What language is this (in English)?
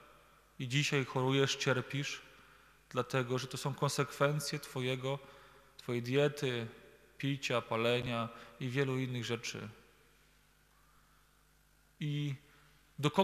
Polish